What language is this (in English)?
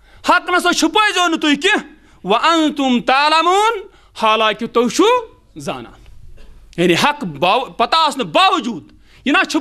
Kashmiri